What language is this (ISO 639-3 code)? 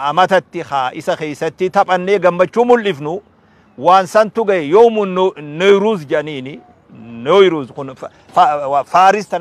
orm